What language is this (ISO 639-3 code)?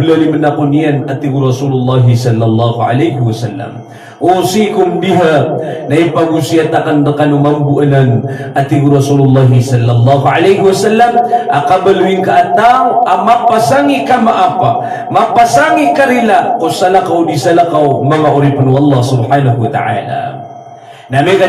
mrw